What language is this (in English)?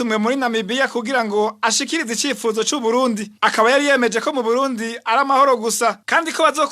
Rundi